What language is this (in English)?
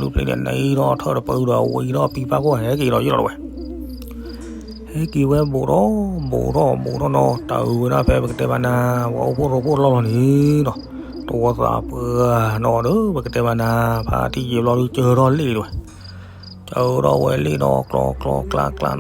S'gaw Karen